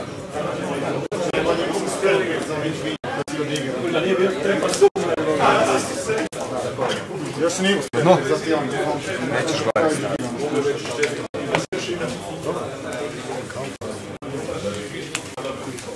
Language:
Croatian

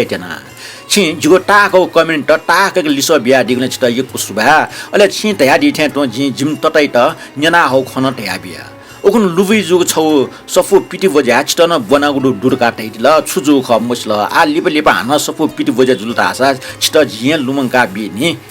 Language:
Newari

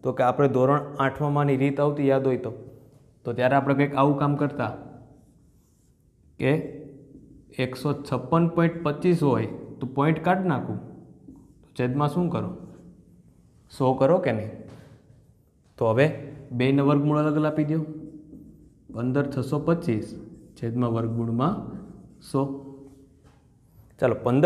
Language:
Gujarati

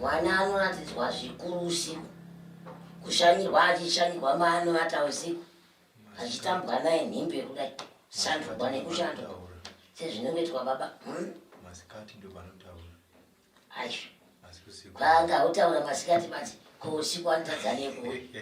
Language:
Shona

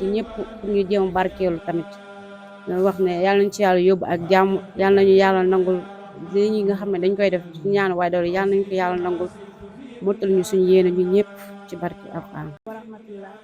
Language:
Wolof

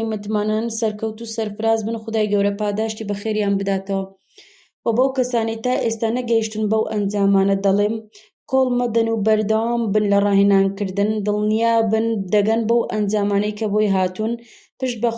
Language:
Central Kurdish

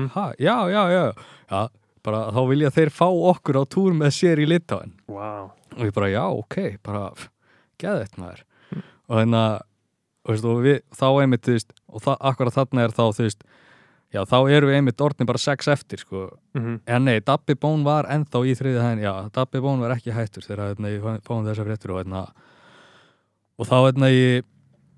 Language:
Icelandic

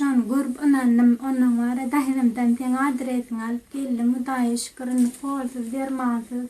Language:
Turkmen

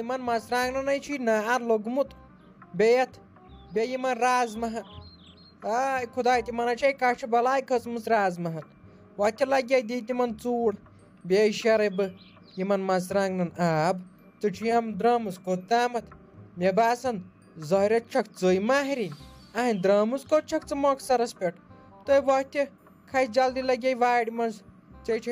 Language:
Kashmiri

